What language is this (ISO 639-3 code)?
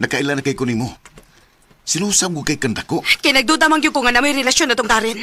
ceb